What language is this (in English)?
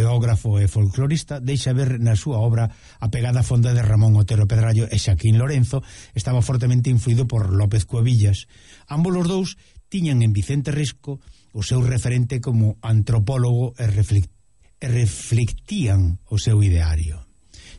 Galician